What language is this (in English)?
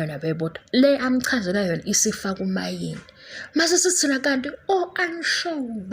Zulu